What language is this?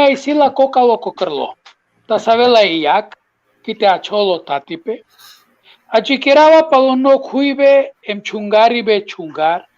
Balkan Romani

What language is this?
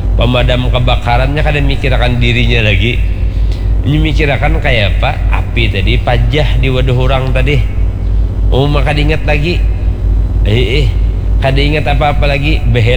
Banjar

